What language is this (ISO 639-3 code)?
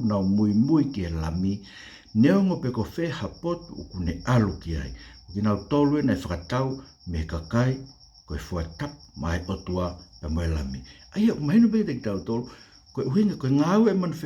ton